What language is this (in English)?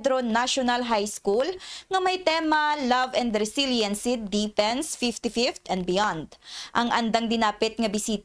Kinaray-a